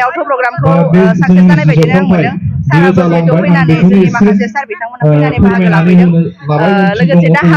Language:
Bodo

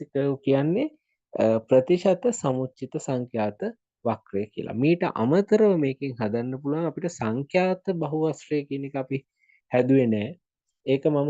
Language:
Sinhala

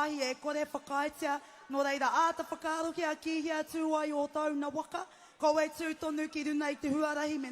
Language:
Māori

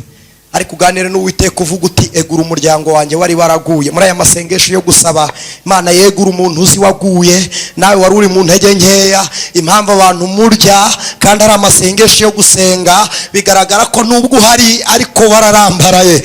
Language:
Kinyarwanda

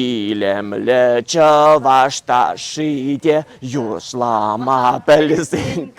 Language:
Chuvash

